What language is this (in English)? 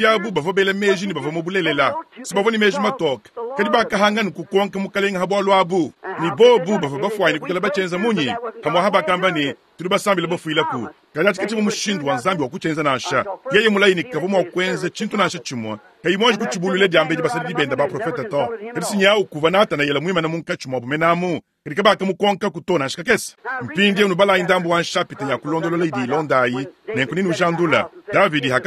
Luba-Lulua